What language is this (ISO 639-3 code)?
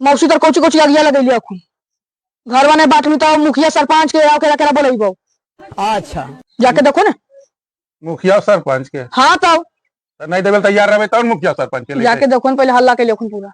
mag